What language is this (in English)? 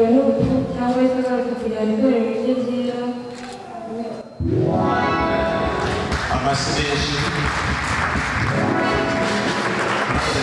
Kinyarwanda